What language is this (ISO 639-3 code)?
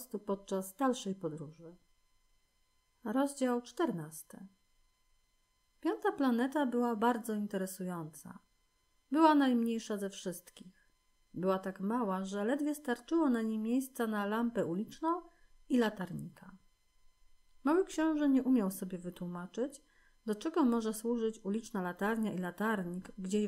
pol